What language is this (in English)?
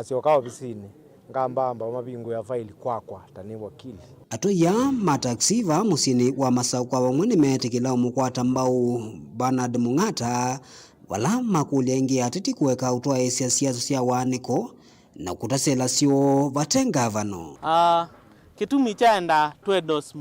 Kamba